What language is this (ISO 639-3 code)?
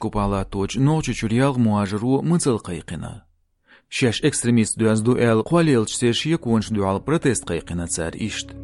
che